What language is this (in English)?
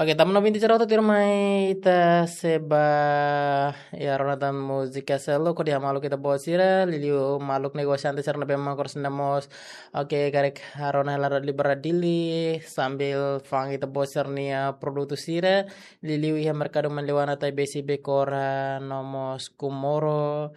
Tetum